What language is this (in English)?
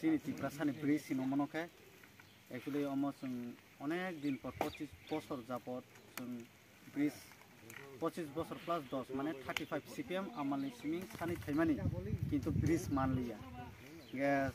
Riang (India)